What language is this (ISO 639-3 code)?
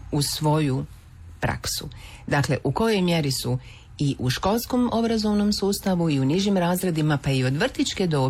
hrv